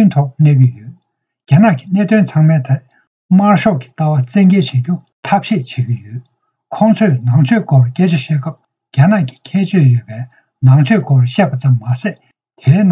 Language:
Tibetan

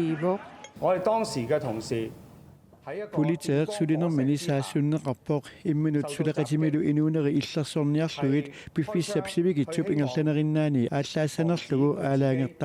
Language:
Kalaallisut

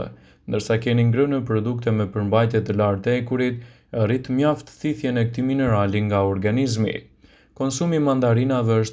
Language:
Albanian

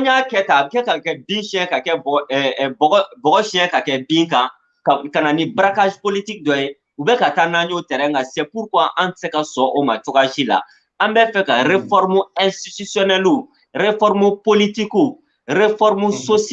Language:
Bambara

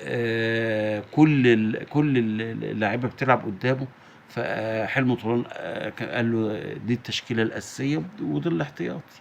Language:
Egyptian Arabic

